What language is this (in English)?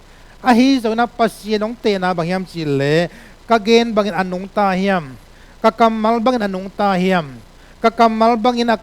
Tedim Chin